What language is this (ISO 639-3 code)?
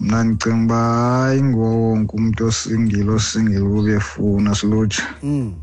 xho